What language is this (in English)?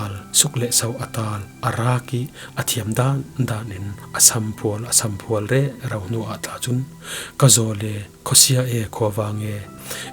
Falam Chin